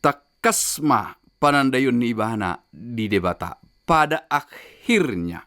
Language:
Batak Toba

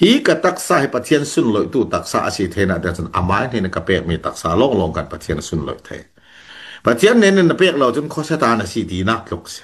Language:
Falam Chin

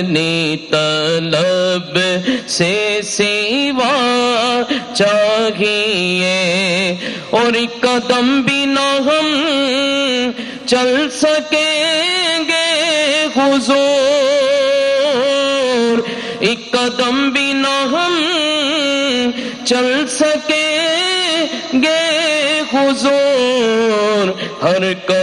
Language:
Urdu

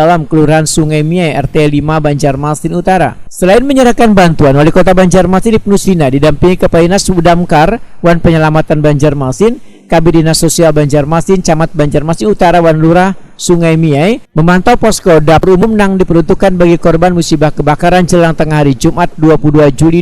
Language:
Banjar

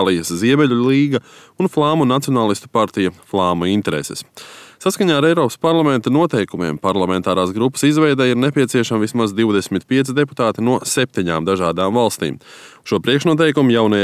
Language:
Latvian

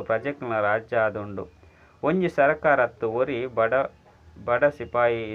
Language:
Tulu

